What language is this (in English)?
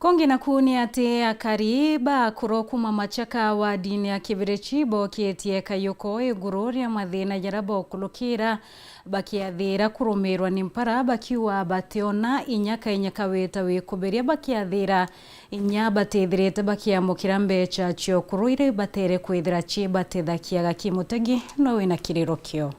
Meru